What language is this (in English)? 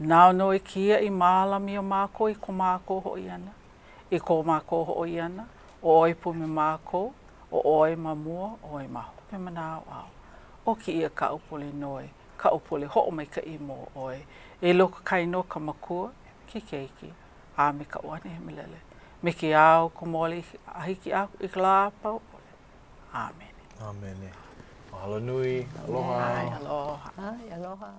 Hawaiian